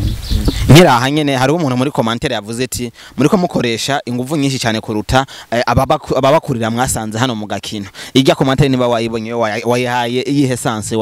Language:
Rundi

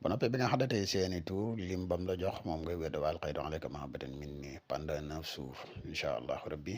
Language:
Wolof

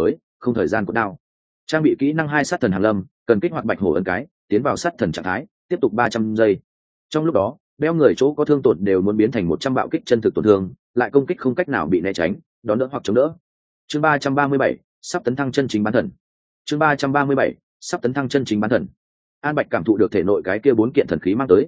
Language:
Vietnamese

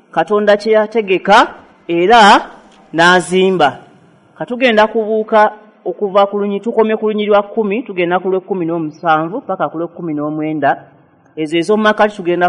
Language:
Ganda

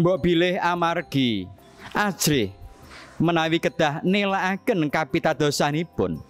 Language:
Javanese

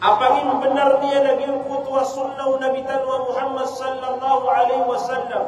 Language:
Maranao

